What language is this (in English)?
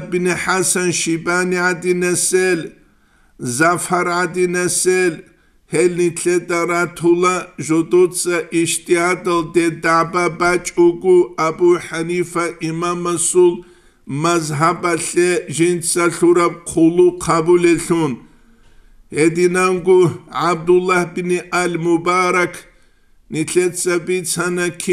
Avaric